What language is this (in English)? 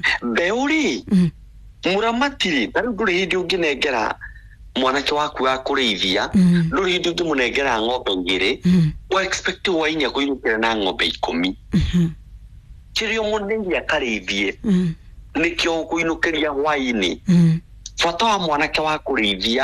Kikuyu